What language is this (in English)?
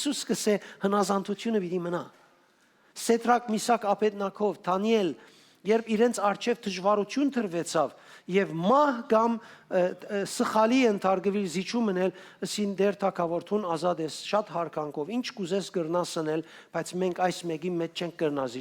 Western Armenian